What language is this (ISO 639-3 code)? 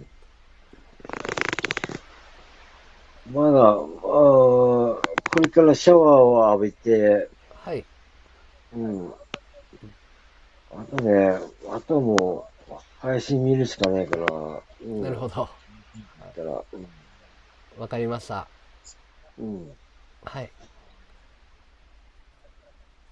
jpn